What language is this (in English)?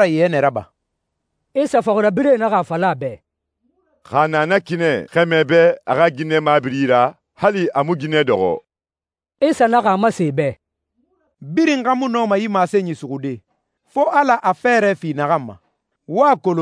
Susu